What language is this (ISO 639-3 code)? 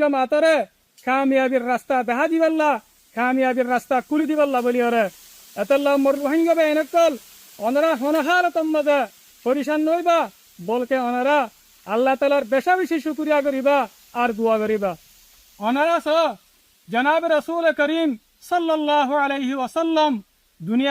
rhg